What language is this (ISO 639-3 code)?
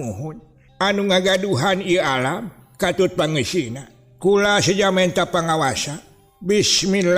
sun